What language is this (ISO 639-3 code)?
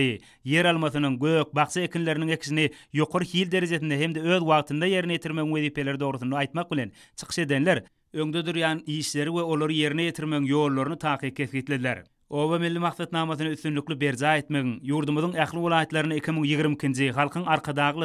tuk